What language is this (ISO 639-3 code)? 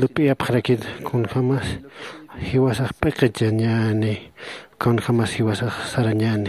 aym